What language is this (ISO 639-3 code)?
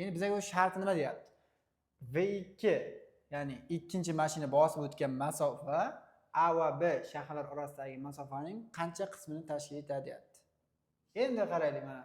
uzb